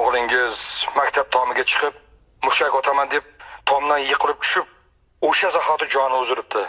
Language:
Uzbek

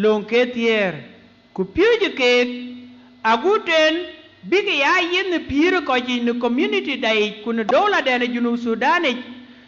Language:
Dinka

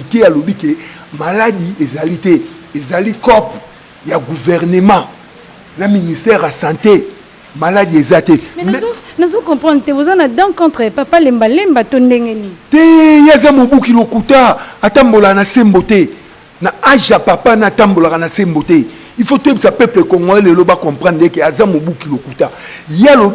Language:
Lingala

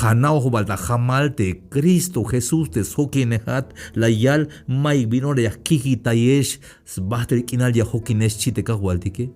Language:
Tzeltal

